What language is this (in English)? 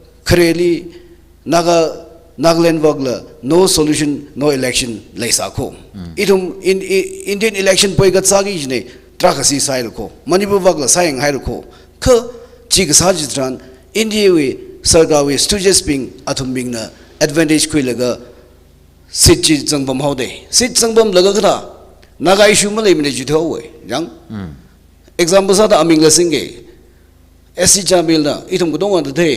Tangkhul Naga (India)